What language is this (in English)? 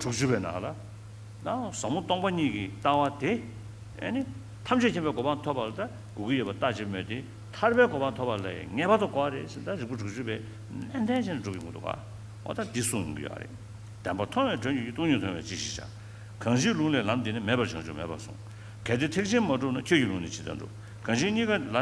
Tibetan